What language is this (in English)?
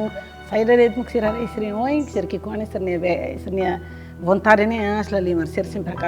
Tetum